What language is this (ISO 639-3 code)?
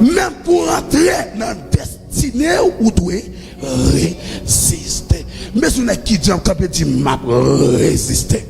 hat